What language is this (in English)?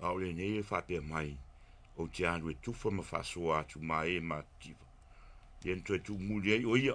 Samoan